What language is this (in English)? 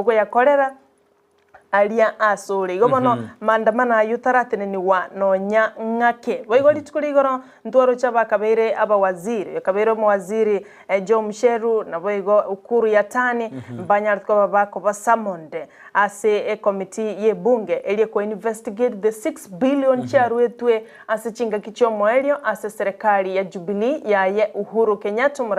Gusii